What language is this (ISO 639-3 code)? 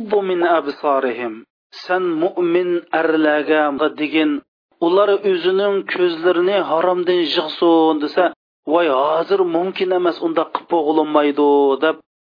uig